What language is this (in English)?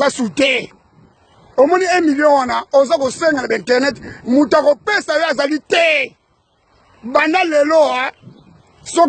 Lingala